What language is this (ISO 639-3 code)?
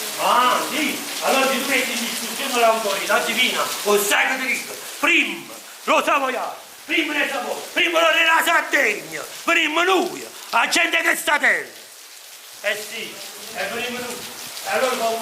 nap